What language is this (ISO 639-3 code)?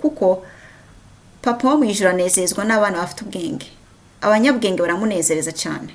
kin